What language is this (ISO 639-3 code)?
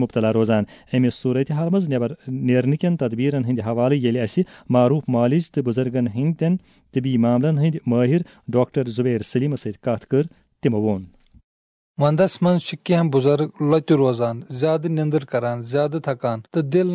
kas